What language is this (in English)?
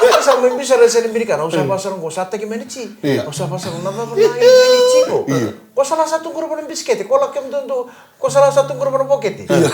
Fijian